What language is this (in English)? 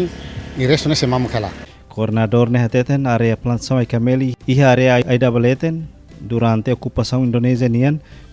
Tetum